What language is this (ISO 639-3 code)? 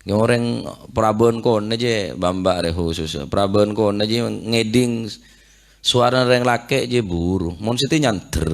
mad